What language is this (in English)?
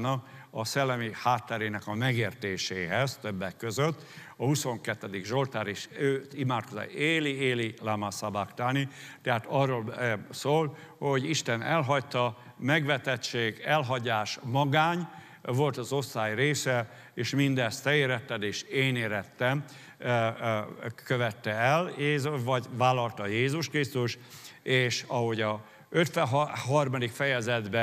Hungarian